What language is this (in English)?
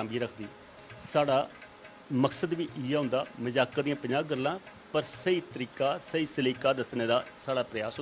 Dogri